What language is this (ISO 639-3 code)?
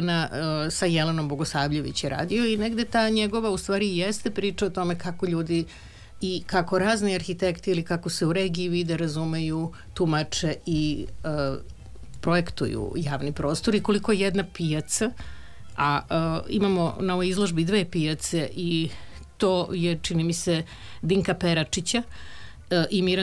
srp